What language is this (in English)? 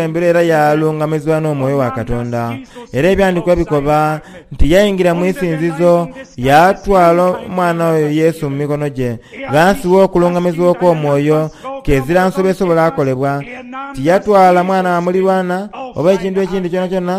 Soga